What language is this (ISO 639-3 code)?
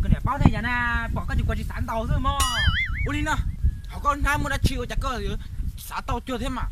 hmn